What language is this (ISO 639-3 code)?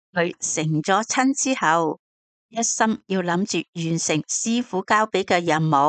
yue